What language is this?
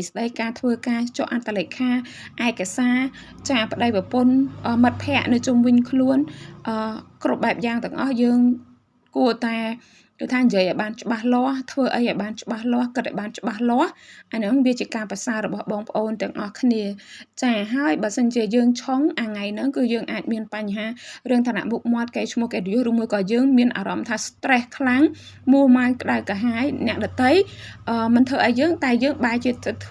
Khmer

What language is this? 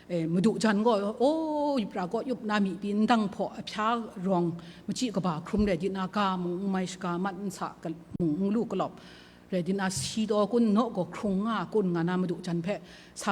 Kachin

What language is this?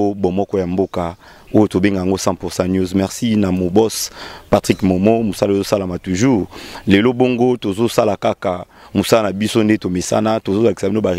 Lingala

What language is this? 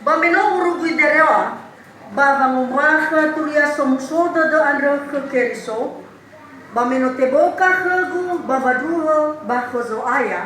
Nias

